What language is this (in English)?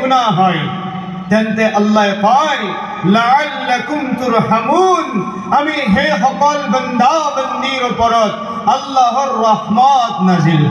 Assamese